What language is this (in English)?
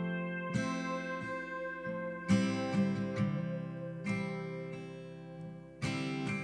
Danish